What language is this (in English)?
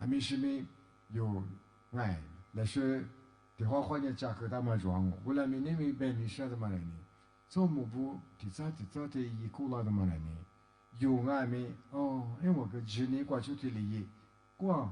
Lisu